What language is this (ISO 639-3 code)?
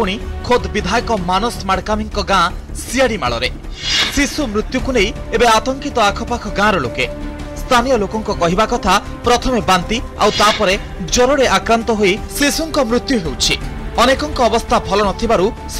ori